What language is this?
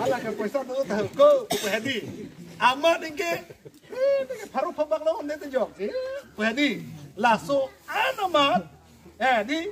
Karbi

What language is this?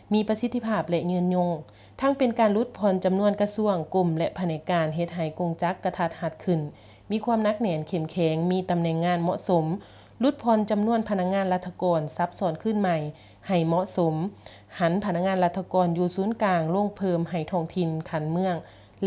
Lao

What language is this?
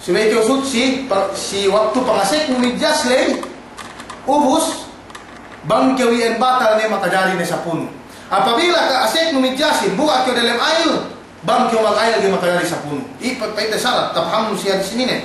Yakan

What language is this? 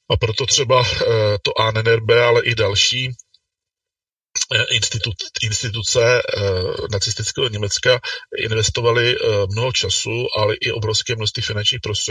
Czech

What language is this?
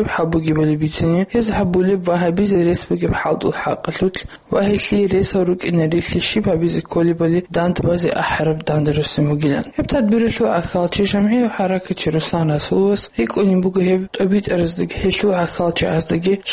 Avaric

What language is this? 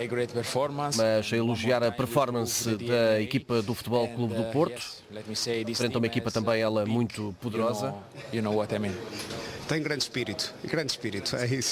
Portuguese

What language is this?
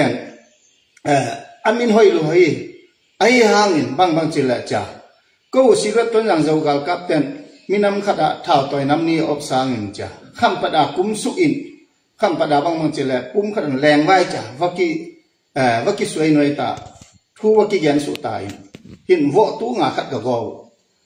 Tedim Chin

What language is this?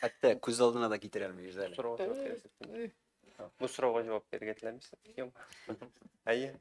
Tatar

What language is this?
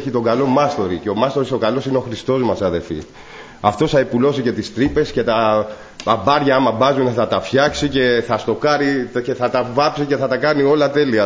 Greek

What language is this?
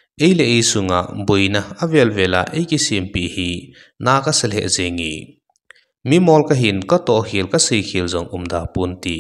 Thado Chin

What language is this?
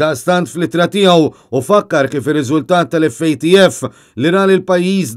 Maltese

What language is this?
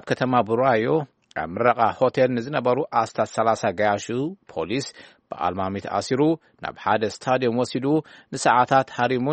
Tigrinya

